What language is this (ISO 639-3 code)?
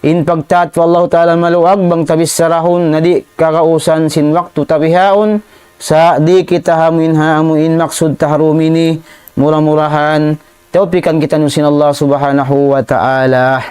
tsg